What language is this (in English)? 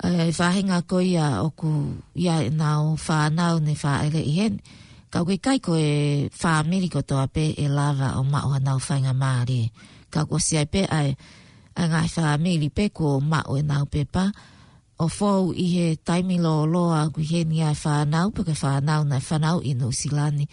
Tongan